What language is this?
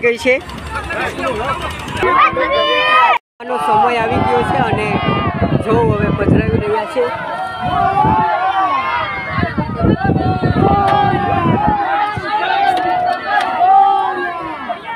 Gujarati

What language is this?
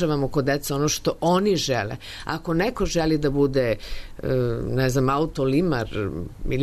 Serbian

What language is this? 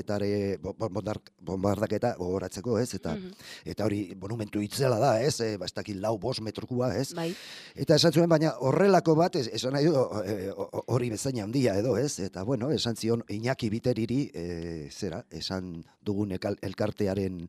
Basque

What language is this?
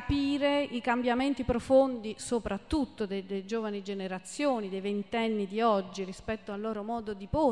Italian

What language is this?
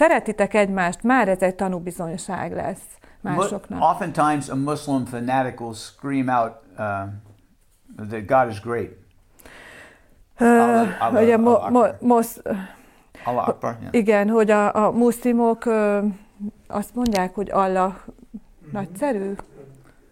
Hungarian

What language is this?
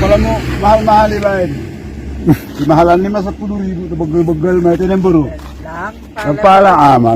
Batak Simalungun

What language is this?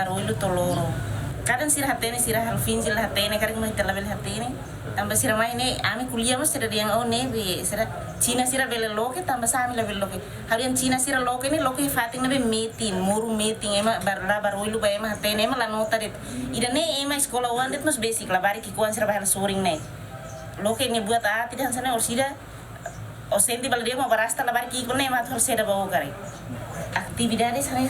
Tetum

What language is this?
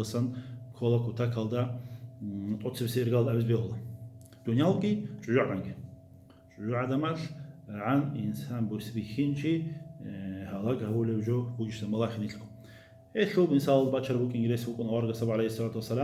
Avaric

